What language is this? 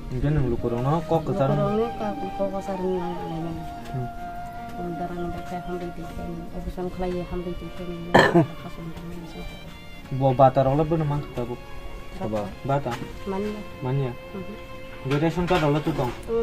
Kok Borok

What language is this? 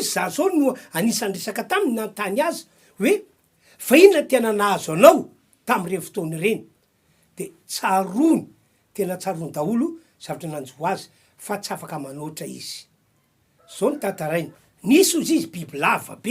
Malagasy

